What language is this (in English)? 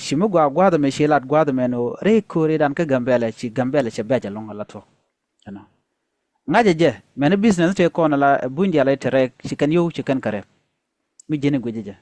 Nuer